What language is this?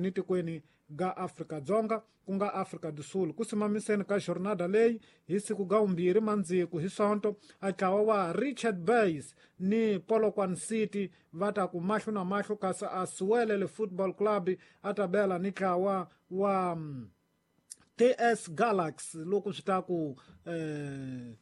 Tsonga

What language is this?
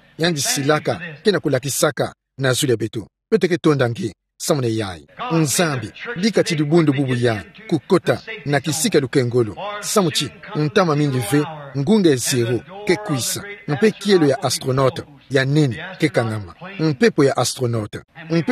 Kituba (Democratic Republic of Congo)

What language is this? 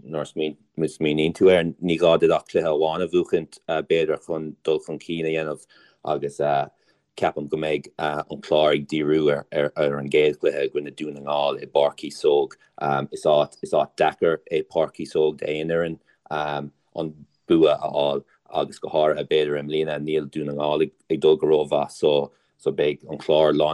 Irish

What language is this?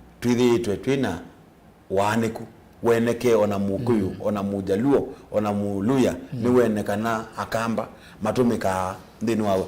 Kamba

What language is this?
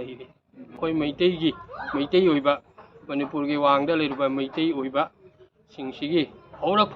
Manipuri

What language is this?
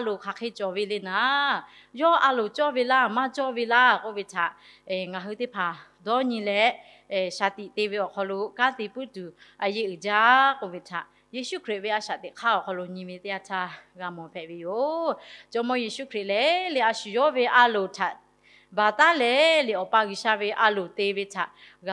Lahu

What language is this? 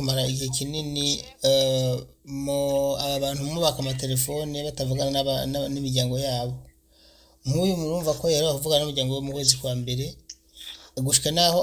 Rundi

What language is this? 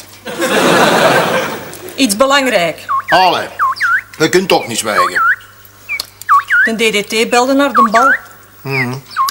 Dutch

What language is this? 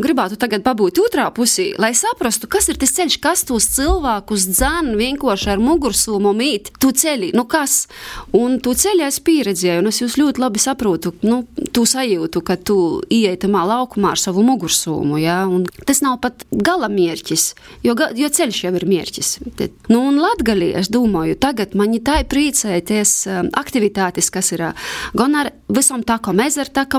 Latvian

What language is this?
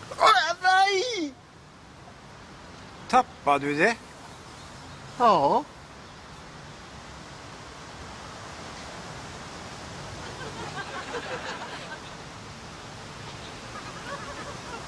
Swedish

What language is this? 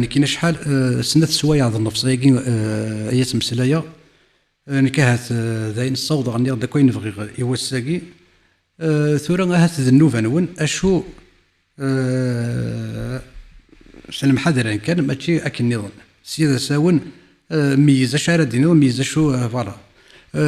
Kabyle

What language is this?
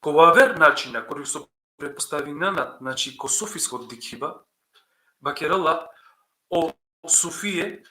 Balkan Romani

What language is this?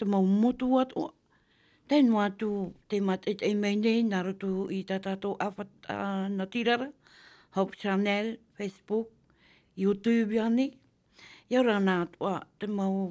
Tahitian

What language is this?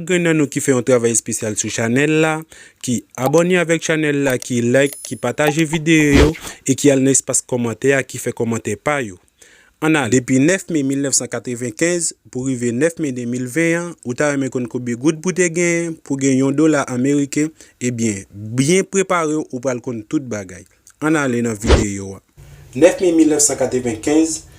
Haitian Creole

